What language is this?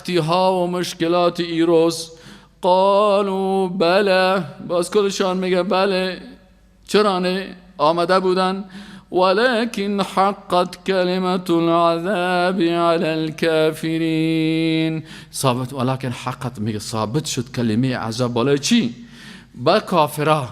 Persian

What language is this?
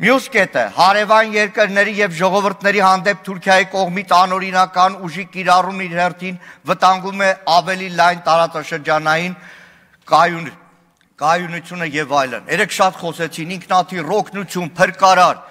Armenian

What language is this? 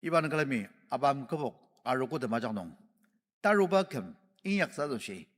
Ao Naga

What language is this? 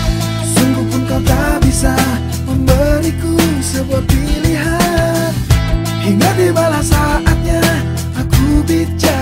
Indonesian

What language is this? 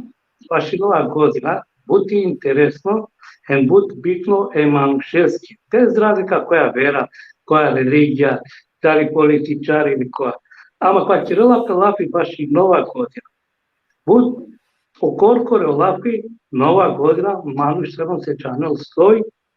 Balkan Romani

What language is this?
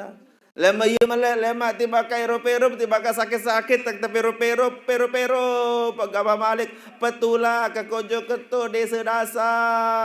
Sasak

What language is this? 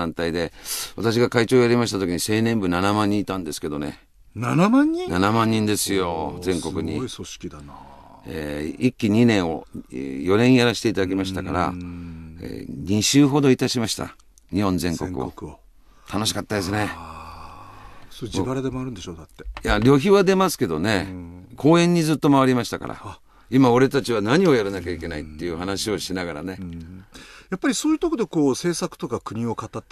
Japanese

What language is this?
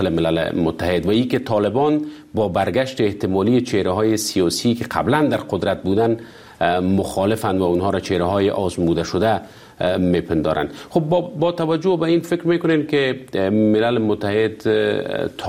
Persian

